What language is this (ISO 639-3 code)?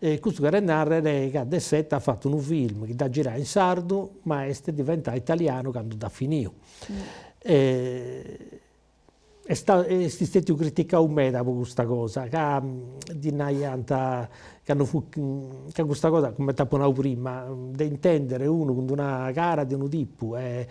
srd